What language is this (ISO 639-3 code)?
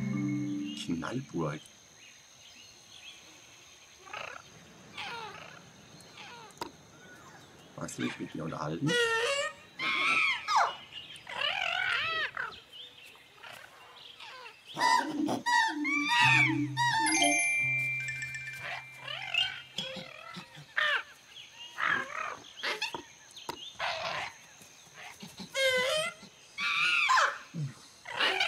deu